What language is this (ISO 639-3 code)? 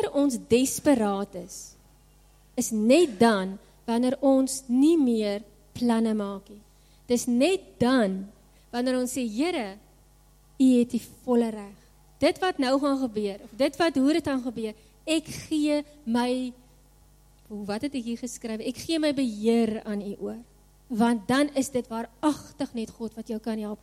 afr